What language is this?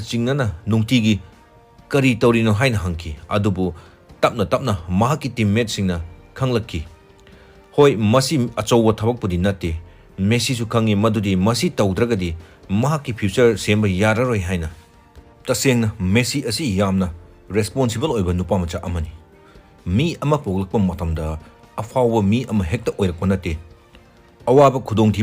Manipuri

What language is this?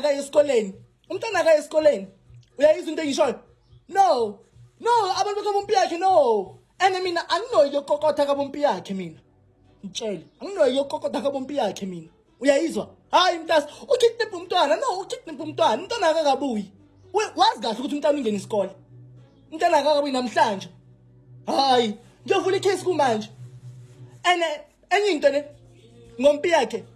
Zulu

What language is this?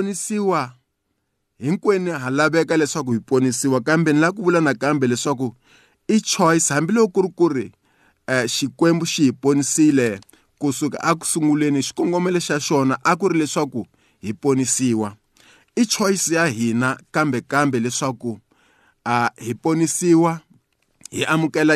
Tsonga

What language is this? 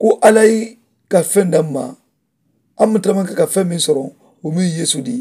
Mandingo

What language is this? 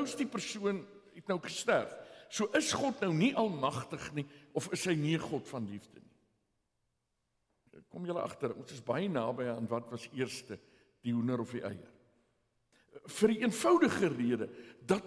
Afrikaans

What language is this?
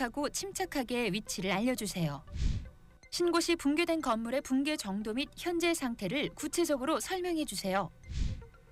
Korean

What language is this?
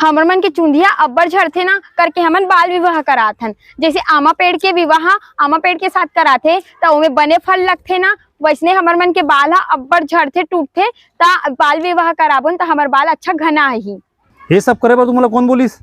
Chhattisgarhi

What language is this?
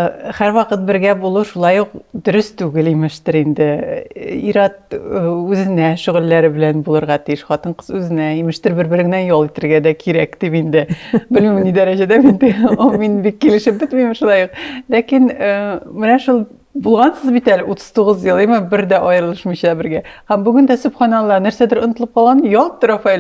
Tatar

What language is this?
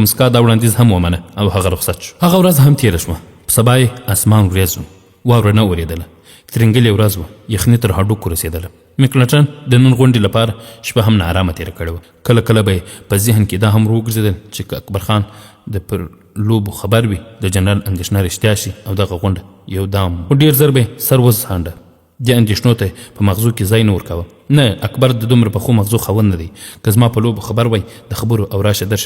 Pashto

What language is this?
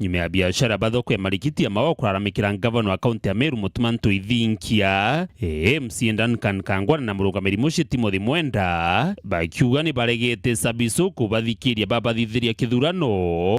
Meru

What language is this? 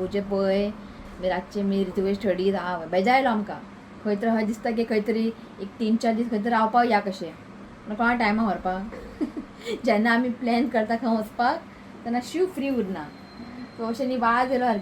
Konkani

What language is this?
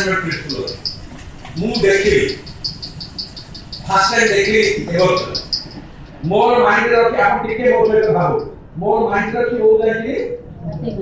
Odia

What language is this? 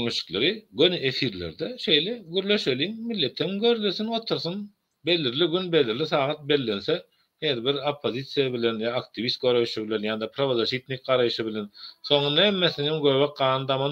Turkmen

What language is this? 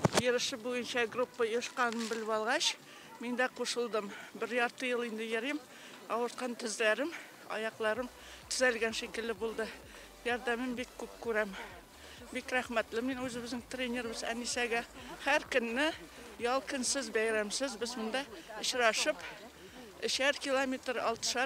Tatar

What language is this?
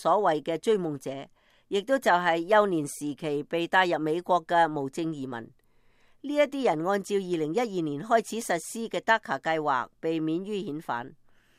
Cantonese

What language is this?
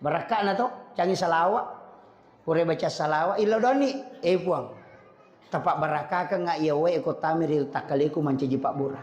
Buginese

